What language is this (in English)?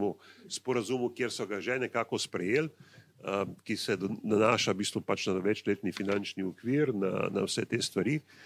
Slovenian